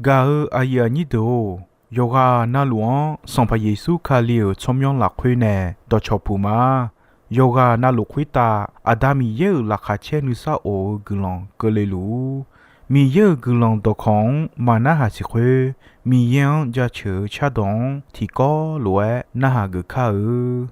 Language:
Akha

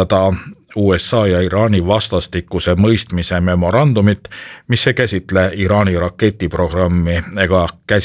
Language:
Estonian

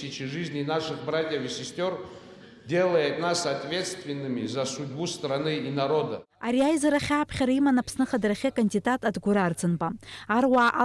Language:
Abkhazian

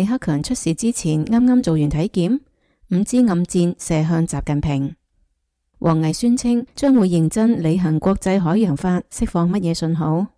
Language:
Cantonese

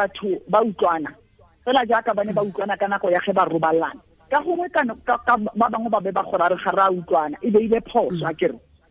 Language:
Tswana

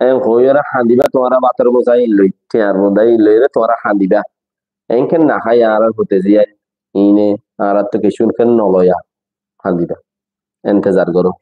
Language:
Rohingya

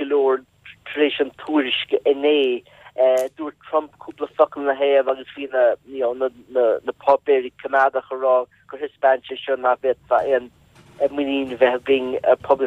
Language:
Irish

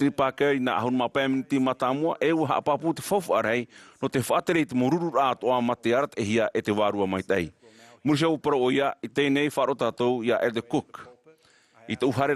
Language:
Tahitian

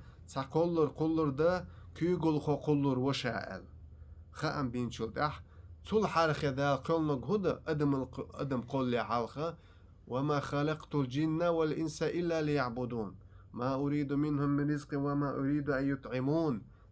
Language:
Chechen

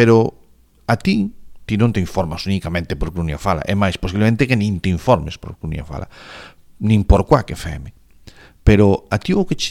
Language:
Galician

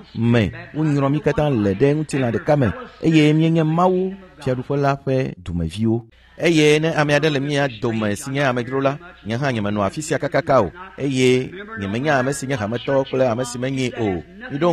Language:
Ewe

